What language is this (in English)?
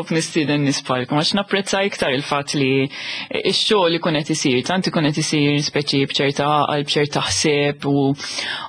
Maltese